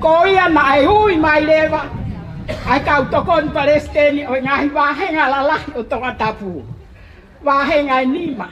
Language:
Tongan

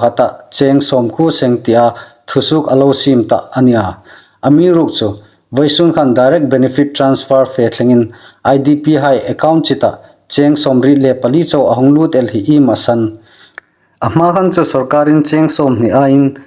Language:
Hmar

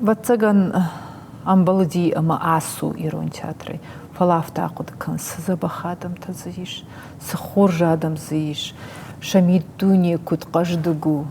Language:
Ossetic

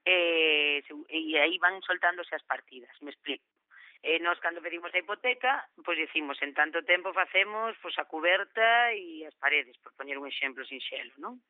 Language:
Galician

